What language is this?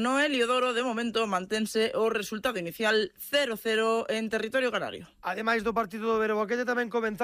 Galician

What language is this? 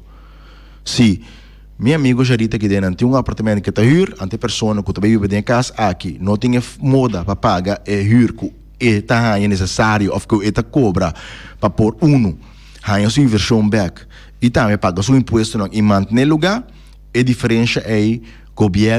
Papiamento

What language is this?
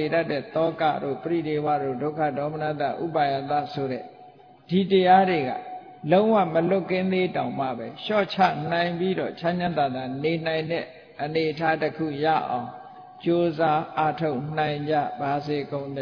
Burmese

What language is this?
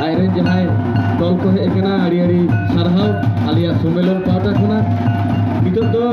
Santali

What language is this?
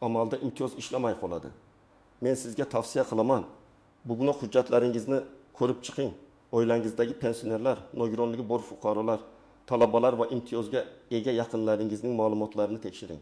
Uzbek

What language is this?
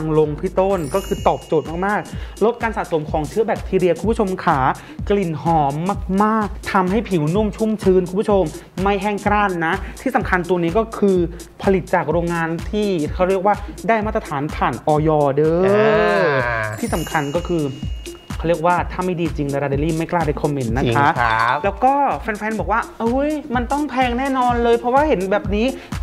Thai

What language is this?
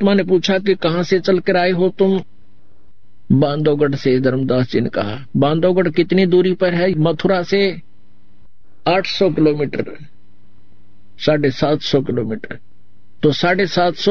Hindi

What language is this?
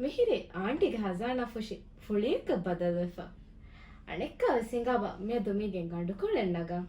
Divehi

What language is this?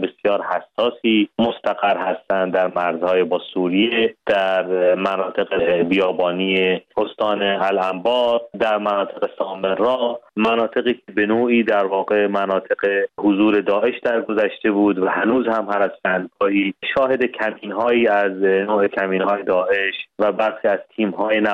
Persian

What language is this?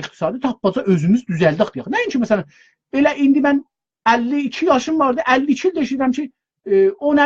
South Azerbaijani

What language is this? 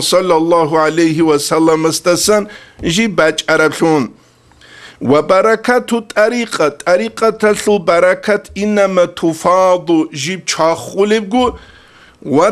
Avaric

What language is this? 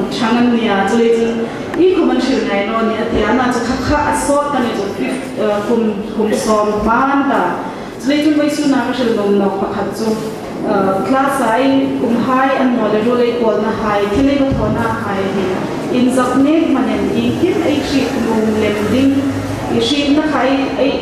Hmar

